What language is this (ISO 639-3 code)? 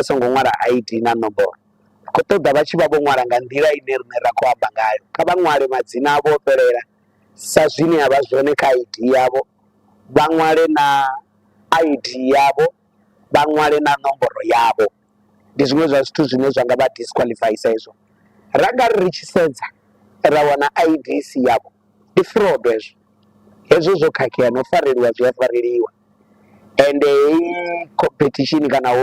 ven